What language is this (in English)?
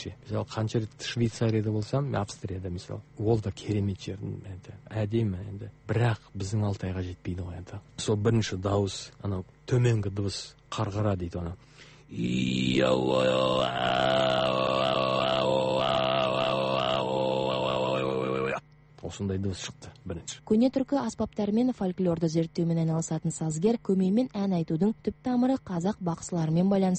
Kazakh